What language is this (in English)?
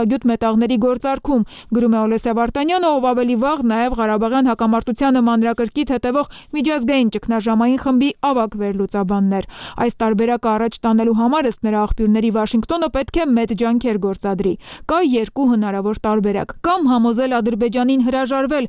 Armenian